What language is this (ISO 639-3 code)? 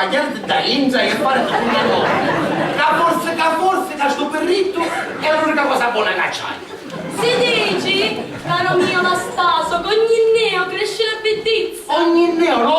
scn